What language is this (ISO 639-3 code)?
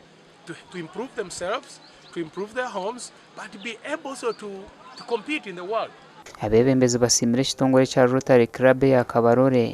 nyn